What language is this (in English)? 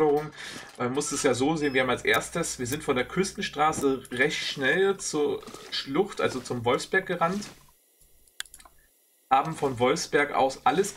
German